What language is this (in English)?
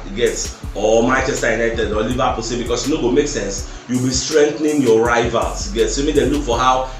Nigerian Pidgin